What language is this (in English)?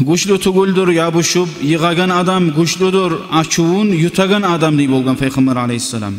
Kumyk